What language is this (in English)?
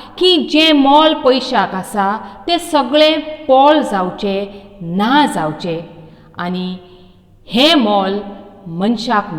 Konkani